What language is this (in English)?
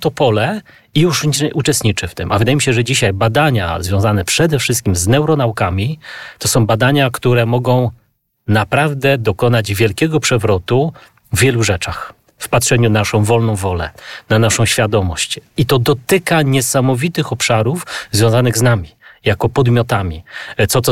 Polish